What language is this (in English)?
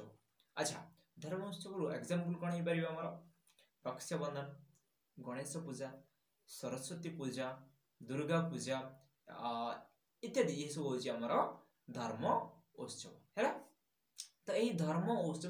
Odia